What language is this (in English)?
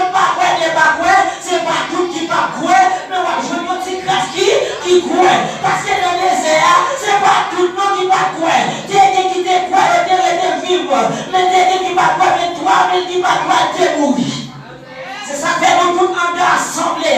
Haitian Creole